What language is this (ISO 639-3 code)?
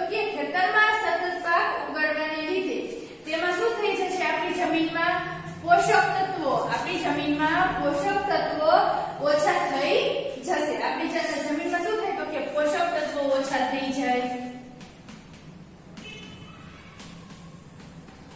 guj